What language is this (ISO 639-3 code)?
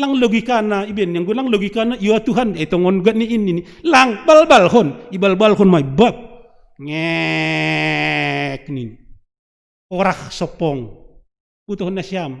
bts